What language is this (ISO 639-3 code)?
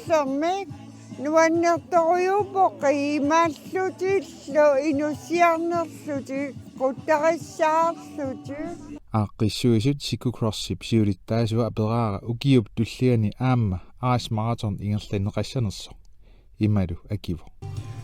kal